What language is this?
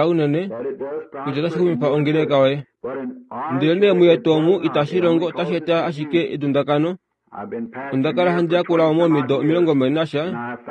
Kuanyama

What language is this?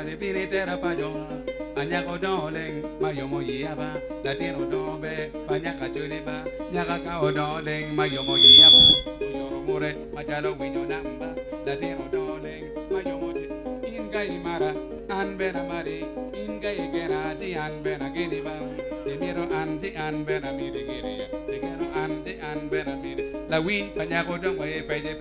Acoli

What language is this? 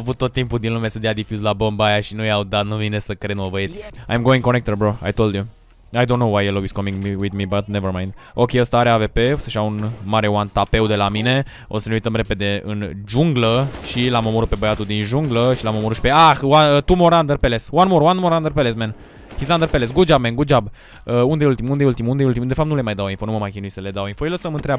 Romanian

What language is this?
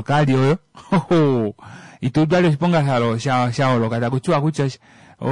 Kuanyama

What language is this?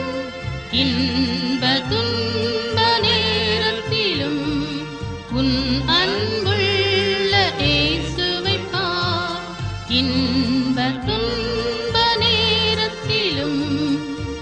Tamil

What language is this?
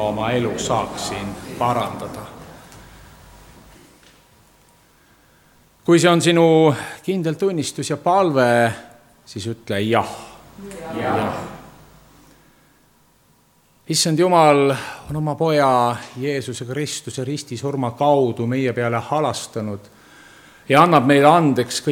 Estonian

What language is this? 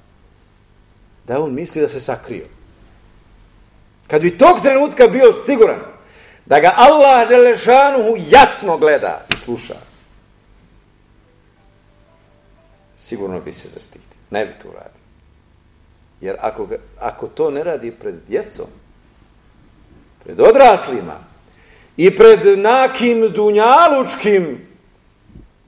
Bosnian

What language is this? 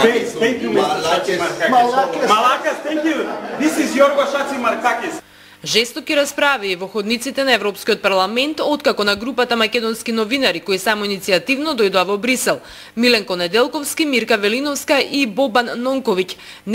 Macedonian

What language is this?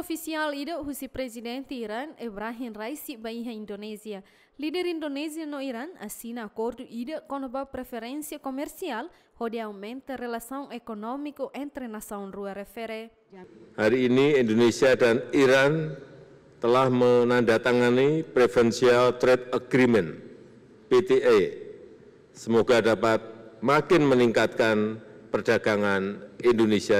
Tetum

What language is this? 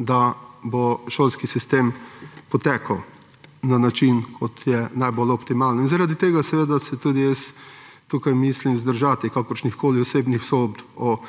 Slovenian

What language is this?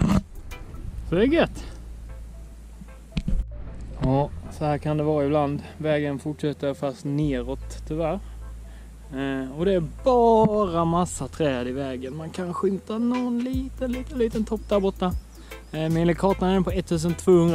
Swedish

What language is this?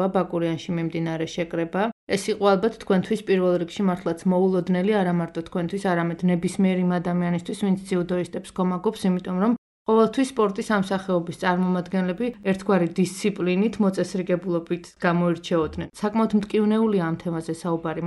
Georgian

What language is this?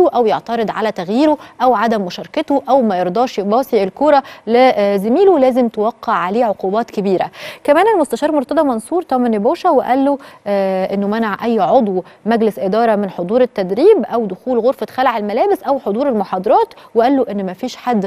Egyptian Arabic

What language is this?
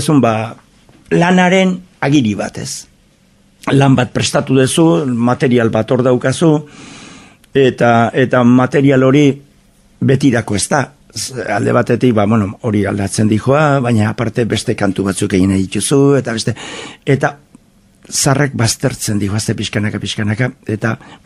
Basque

